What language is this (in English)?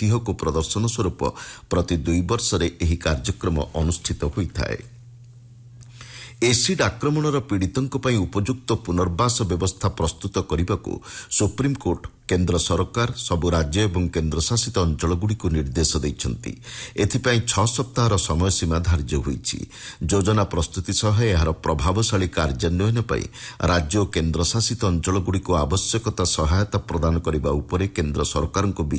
Odia